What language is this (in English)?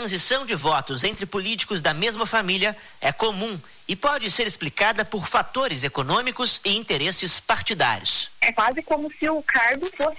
Portuguese